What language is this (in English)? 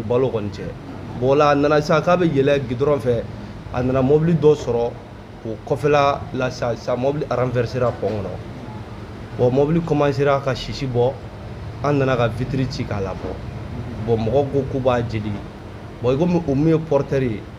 Bambara